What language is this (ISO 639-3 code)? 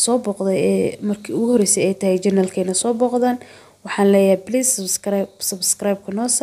som